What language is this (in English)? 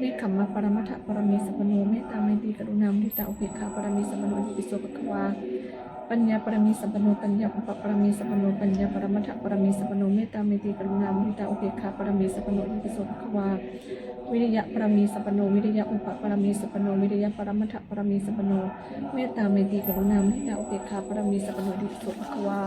Pali